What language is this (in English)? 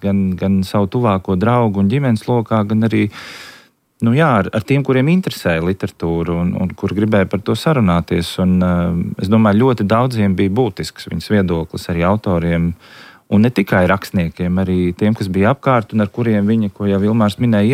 Latvian